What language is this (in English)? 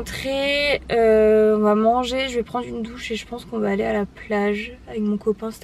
French